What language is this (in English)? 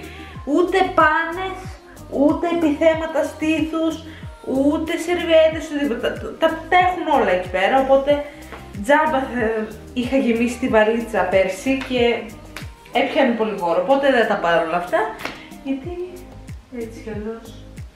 Greek